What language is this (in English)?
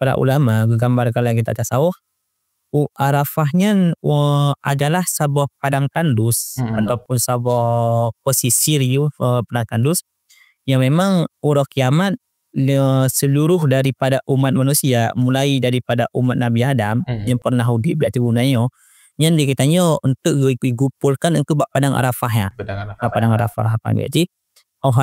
Achinese